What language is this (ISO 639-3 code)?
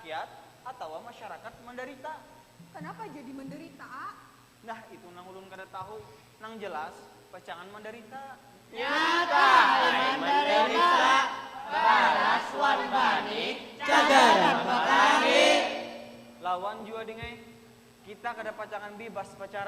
bjn